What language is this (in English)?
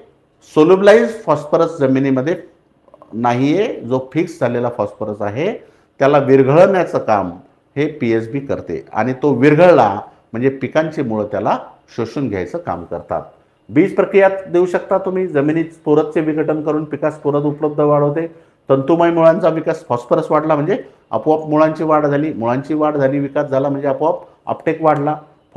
Marathi